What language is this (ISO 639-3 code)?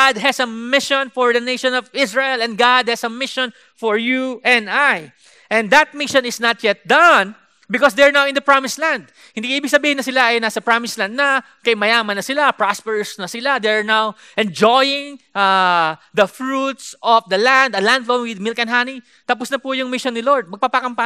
fil